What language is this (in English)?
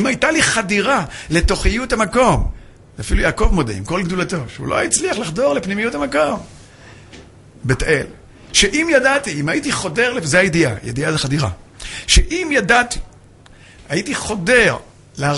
Hebrew